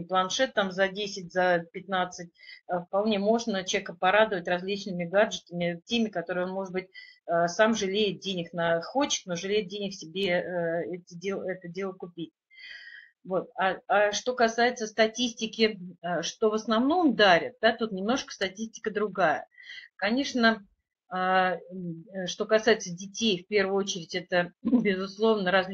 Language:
Russian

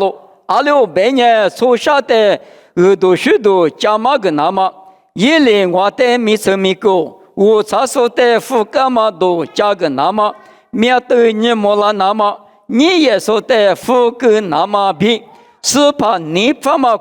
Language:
Lisu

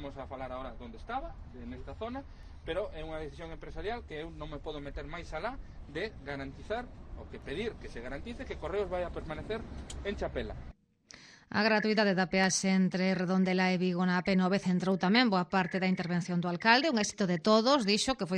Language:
Galician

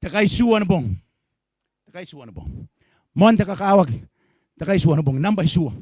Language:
Gilbertese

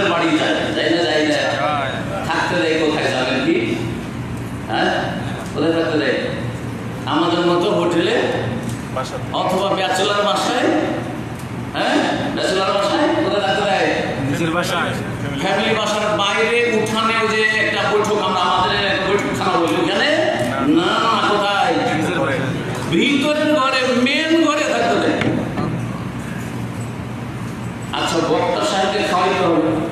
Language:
Bangla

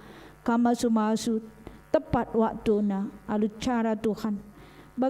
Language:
Batak Karo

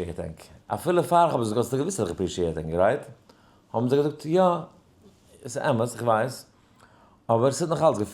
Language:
Yiddish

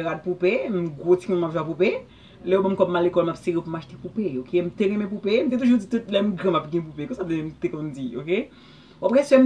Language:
Haitian Creole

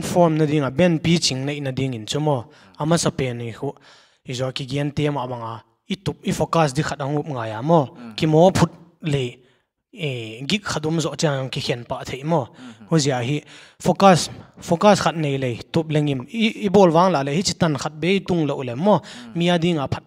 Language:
Paite Chin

